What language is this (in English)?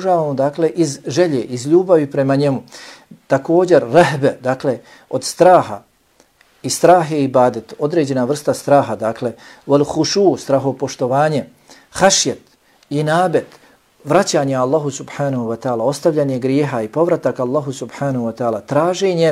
Bosnian